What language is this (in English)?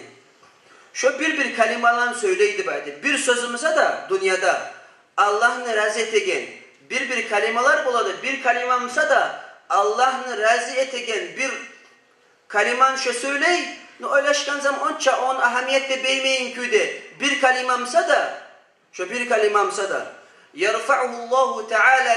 Kumyk